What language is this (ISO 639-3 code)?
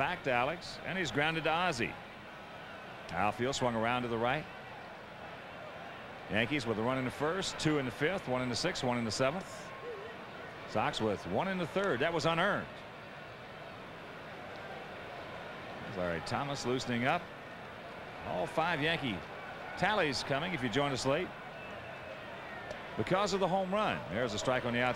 eng